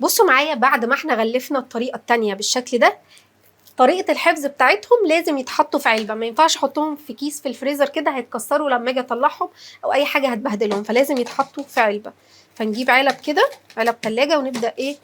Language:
Egyptian Arabic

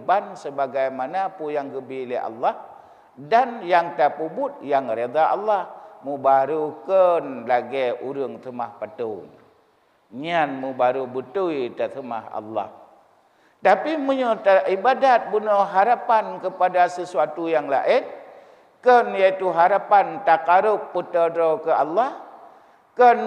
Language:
Achinese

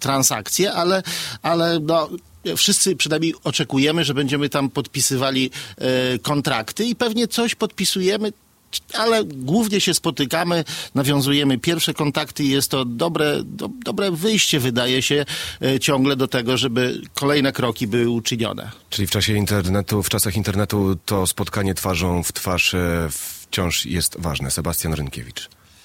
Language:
Polish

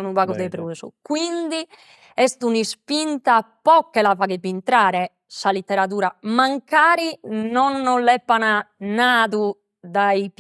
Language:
Sardinian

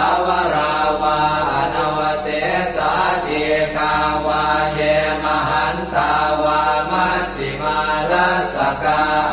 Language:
Pali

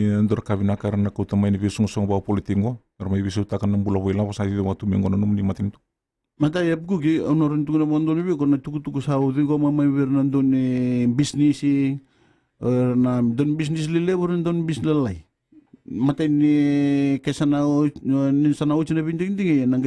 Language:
Fijian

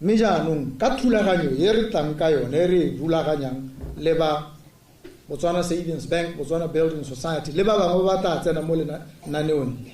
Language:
Tswana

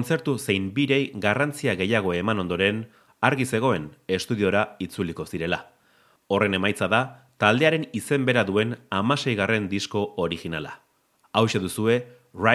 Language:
Basque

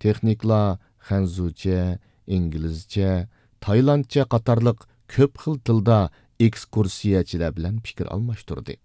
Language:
Uyghur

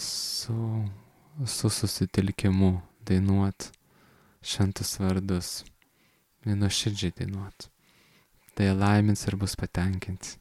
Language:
Lithuanian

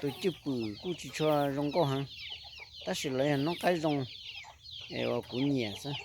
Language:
Hmong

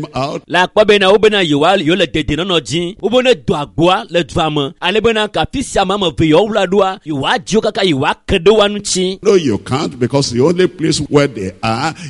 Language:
Ewe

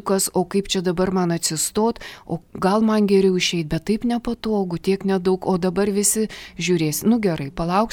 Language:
Lithuanian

